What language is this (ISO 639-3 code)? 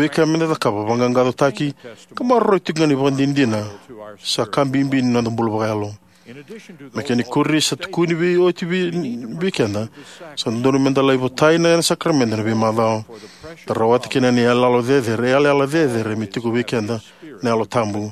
fij